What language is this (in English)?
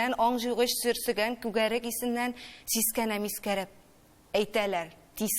Tatar